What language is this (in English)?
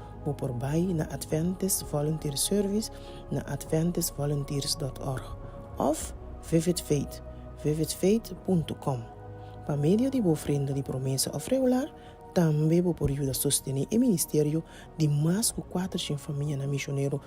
Papiamento